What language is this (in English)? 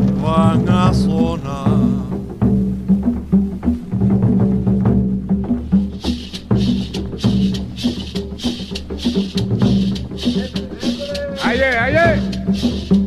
Spanish